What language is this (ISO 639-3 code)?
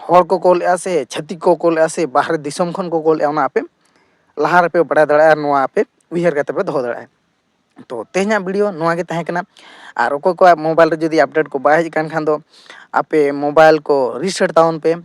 sat